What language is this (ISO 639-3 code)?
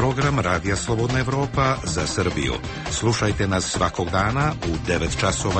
srp